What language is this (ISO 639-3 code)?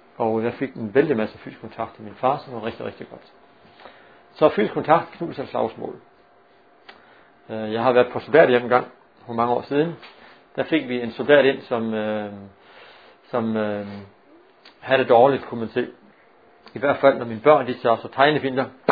dan